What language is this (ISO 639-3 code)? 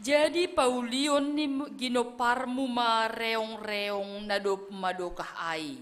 bts